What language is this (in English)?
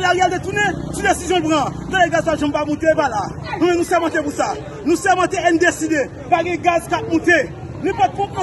Haitian Creole